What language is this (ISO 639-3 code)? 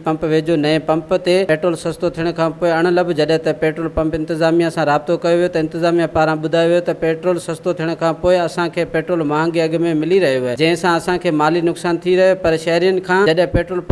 snd